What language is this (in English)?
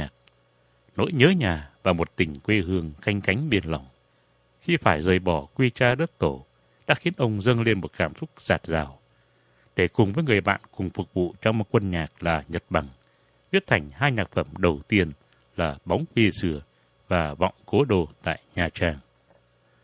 Vietnamese